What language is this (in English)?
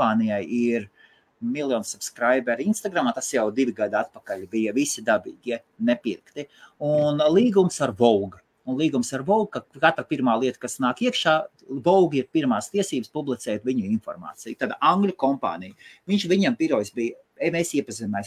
Latvian